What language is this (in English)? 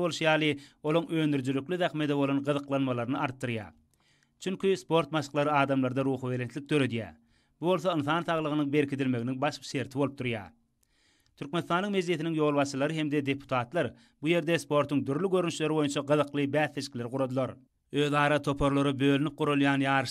Turkmen